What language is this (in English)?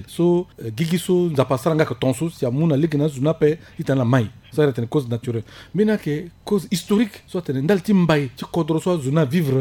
Sango